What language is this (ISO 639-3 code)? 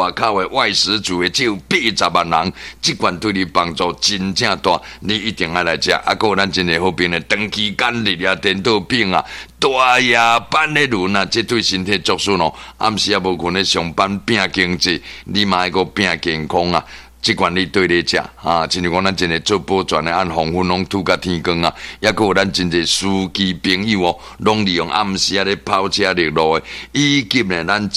nan